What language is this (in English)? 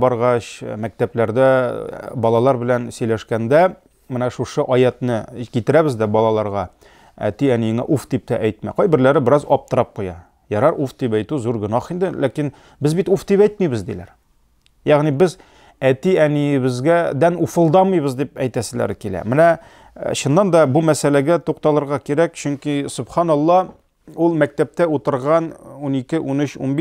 Tatar